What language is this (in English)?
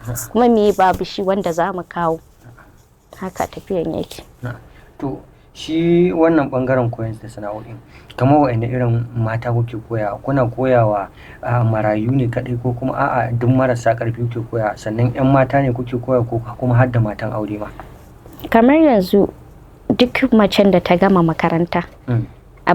Hausa